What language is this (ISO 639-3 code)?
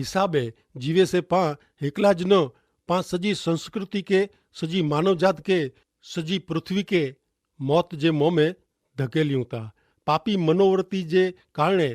kfr